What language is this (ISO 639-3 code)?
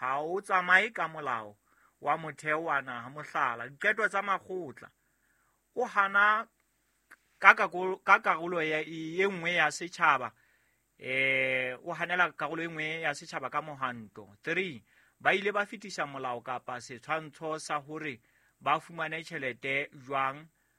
sot